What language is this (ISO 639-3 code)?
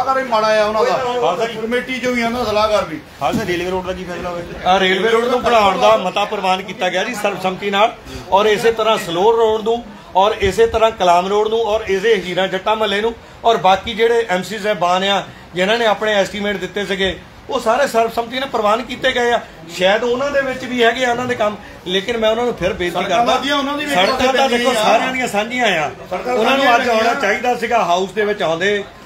pan